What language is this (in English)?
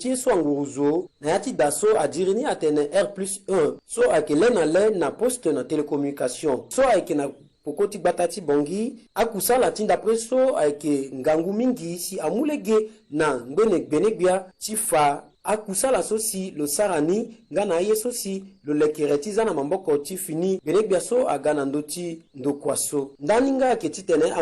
Sango